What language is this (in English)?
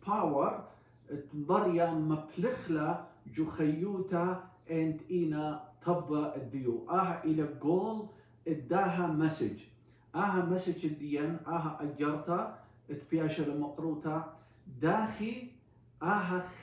Assyrian Neo-Aramaic